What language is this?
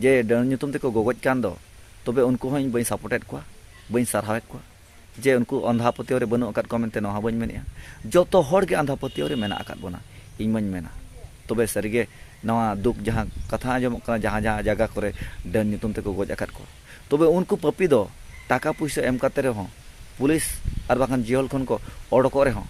Santali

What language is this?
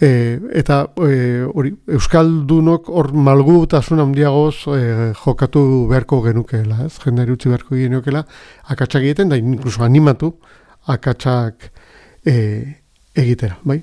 Basque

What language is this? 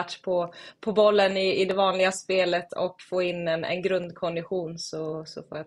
Swedish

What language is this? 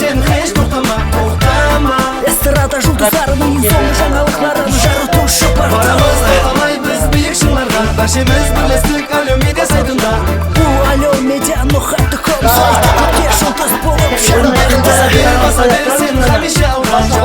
Kara-Kalpak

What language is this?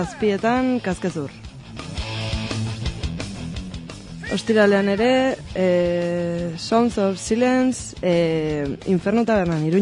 Basque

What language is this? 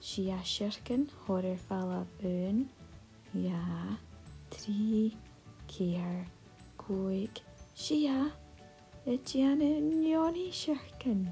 Scottish Gaelic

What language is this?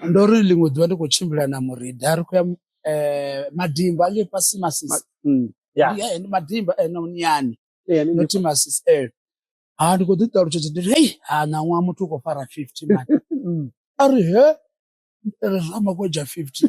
Venda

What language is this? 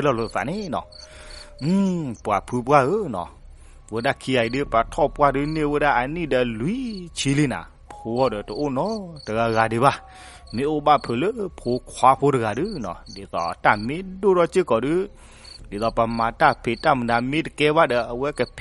S'gaw Karen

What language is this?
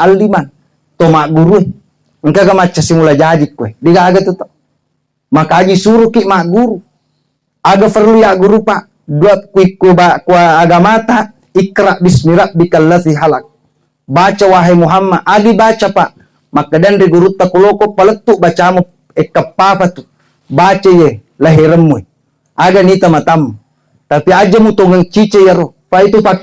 Buginese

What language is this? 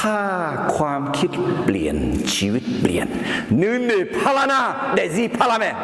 Akha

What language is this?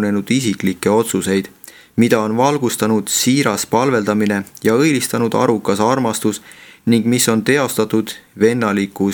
Estonian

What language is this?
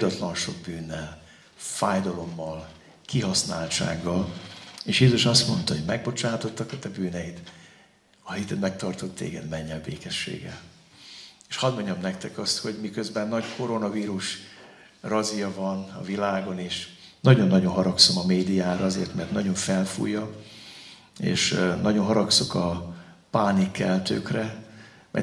Hungarian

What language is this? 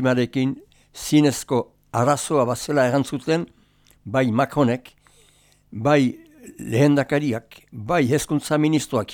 Basque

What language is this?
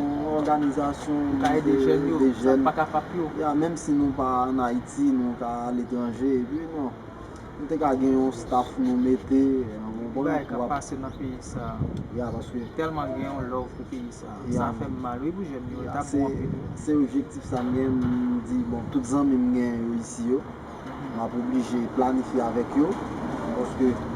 Haitian Creole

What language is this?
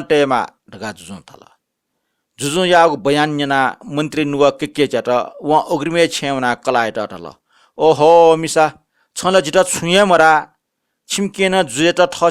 Newari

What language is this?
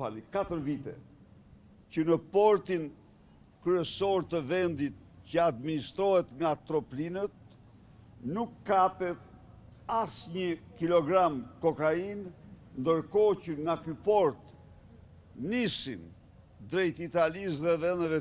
Albanian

